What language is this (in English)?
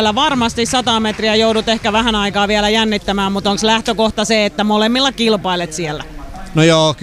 Finnish